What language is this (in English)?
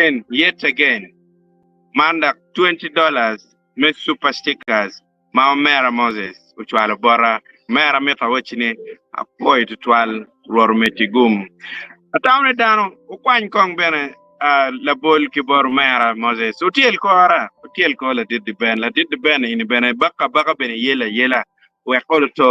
Acoli